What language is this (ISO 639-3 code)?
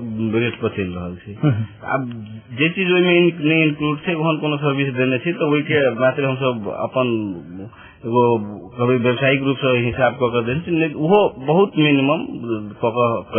mai